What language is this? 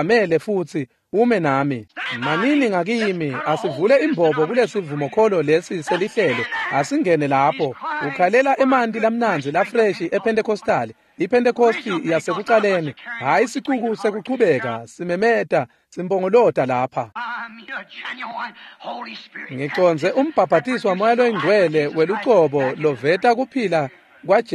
Swati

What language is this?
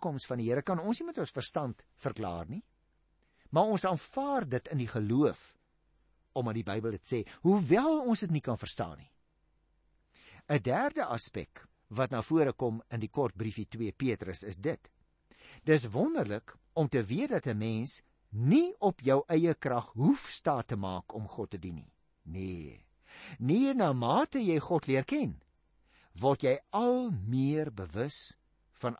Afrikaans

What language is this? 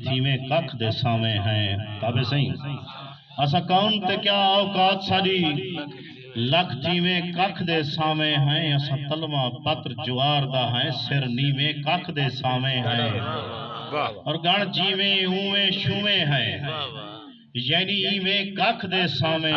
Saraiki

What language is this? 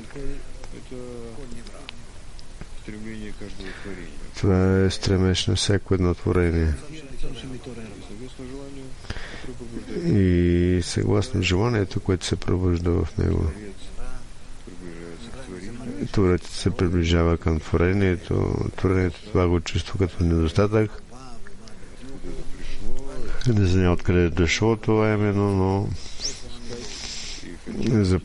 Bulgarian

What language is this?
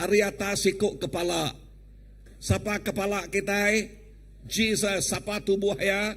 Iban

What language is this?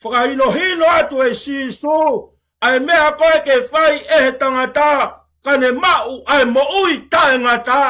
Tongan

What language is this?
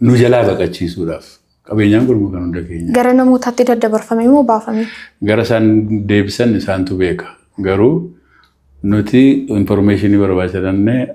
Oromo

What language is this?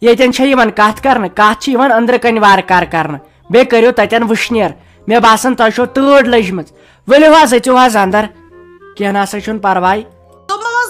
Kashmiri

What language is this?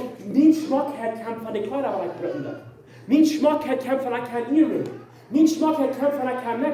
Plautdietsch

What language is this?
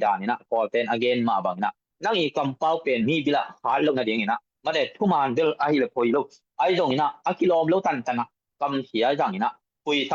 Tedim Chin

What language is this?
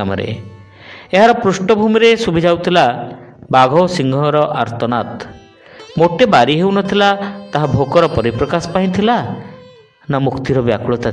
Odia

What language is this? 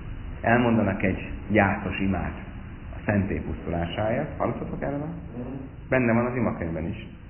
Hungarian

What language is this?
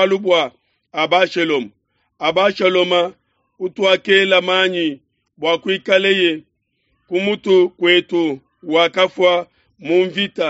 Luba-Lulua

